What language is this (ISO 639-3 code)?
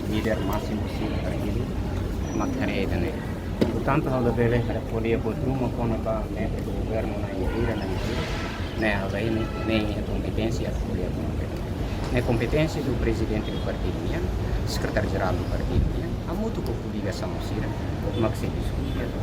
tet